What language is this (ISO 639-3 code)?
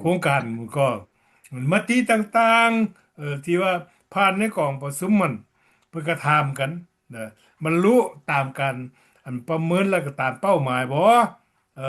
lao